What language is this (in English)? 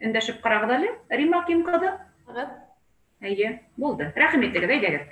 Bashkir